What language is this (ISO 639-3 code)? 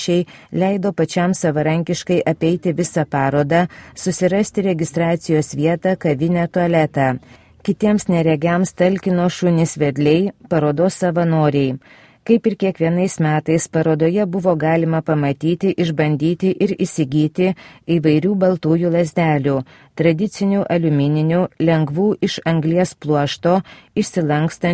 lit